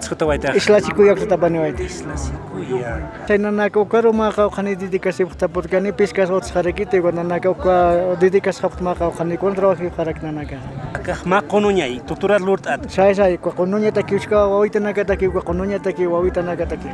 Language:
Aymara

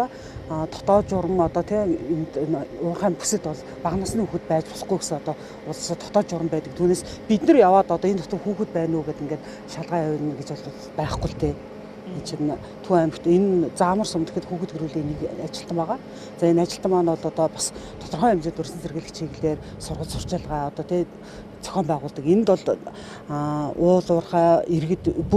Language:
Mongolian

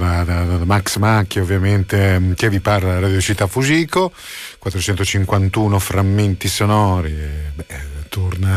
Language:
Italian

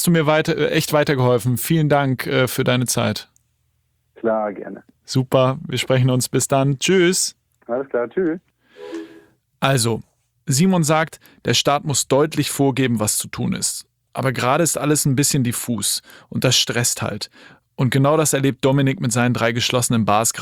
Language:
German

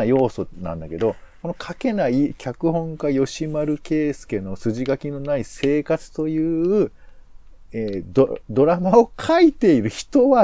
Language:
Japanese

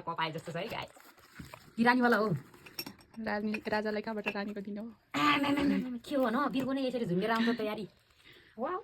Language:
Nepali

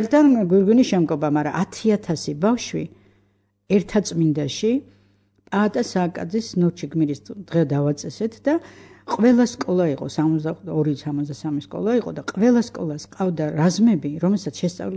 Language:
Georgian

